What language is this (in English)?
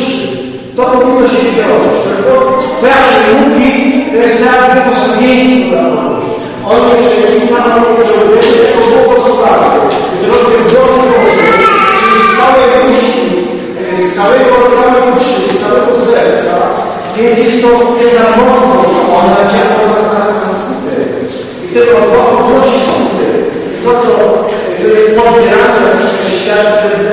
Polish